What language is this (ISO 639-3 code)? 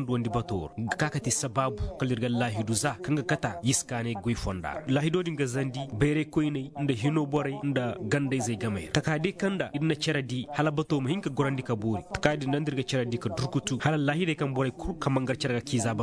ses